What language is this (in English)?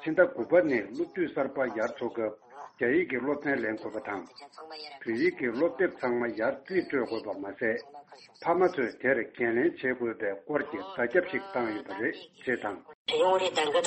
Tibetan